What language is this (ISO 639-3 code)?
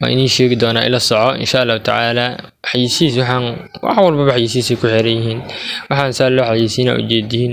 som